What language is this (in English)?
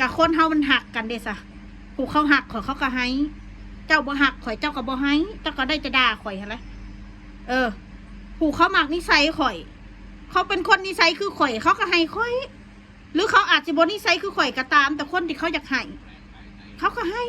Northeastern Thai